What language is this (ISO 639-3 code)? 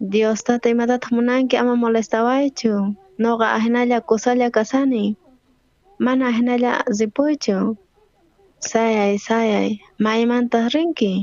quh